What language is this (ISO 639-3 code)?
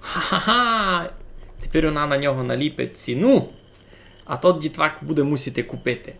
rue